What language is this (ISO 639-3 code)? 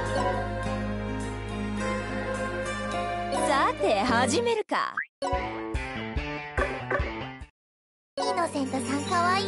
jpn